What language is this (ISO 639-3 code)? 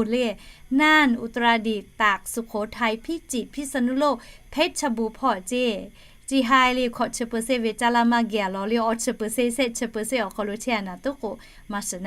lhu